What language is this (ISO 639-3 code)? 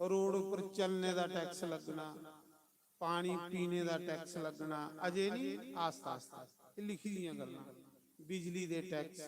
doi